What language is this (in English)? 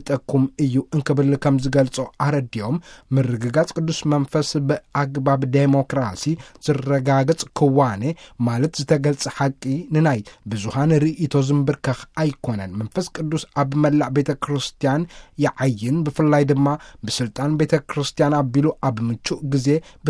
Tigrinya